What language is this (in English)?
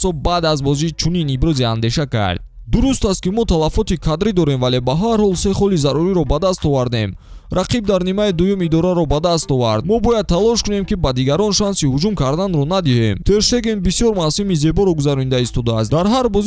Tajik